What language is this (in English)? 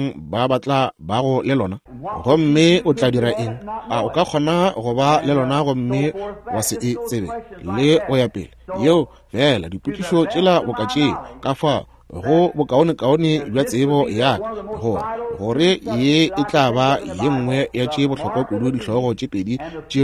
Northern Sotho